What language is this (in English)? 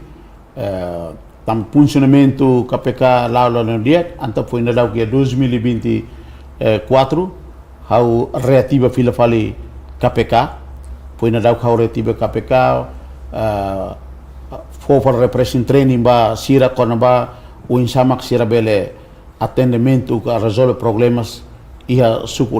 Tetum